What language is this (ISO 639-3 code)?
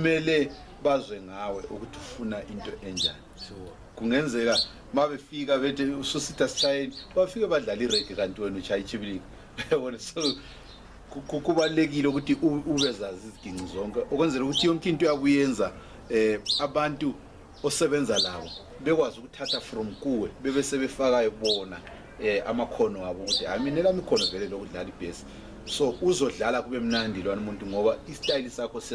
nde